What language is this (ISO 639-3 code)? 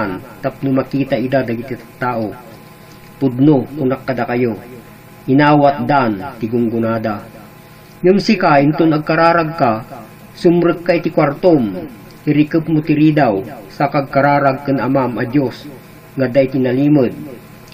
ilo